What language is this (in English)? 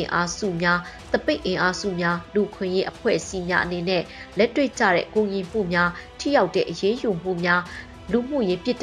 Burmese